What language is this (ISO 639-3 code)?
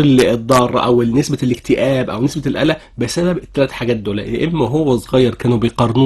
arz